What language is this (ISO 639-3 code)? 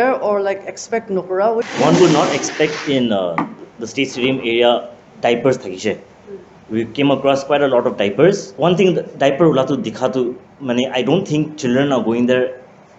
nag